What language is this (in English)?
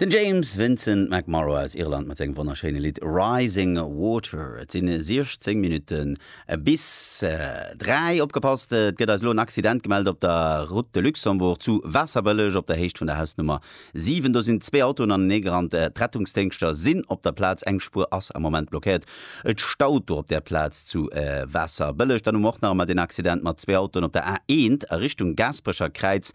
Luxembourgish